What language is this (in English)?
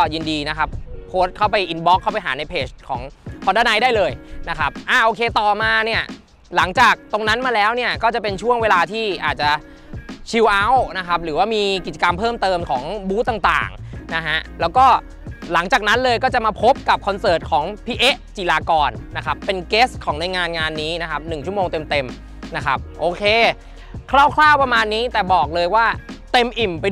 Thai